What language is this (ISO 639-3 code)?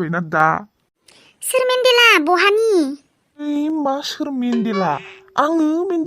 brx